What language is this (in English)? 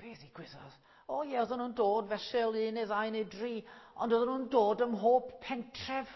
Welsh